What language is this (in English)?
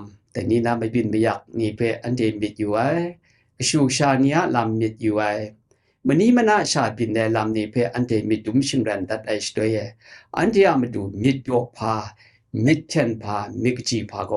Kachin